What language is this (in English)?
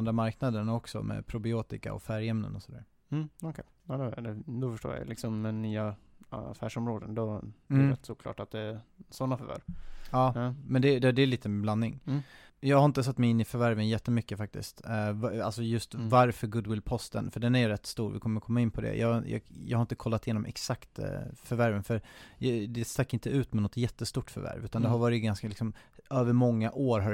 Swedish